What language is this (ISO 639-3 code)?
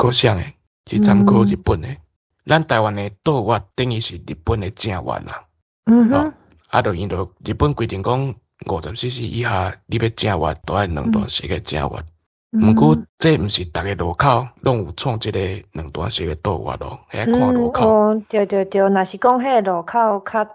nan